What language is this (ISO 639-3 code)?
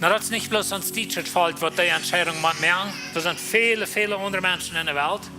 pdt